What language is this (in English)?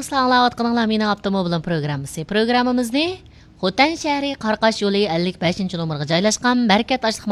Uyghur